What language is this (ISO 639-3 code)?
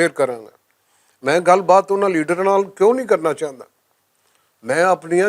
lah